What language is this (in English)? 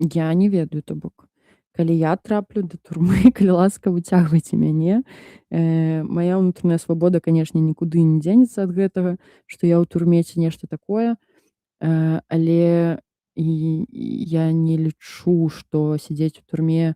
Belarusian